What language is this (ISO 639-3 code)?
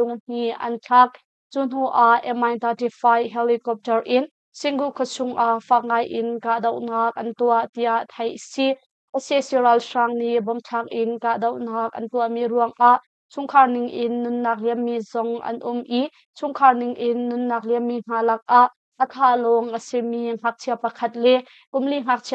cnh